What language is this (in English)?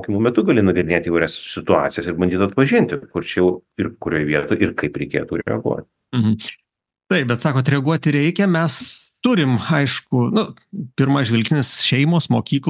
Lithuanian